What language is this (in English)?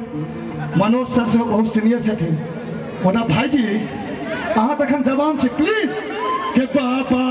Maithili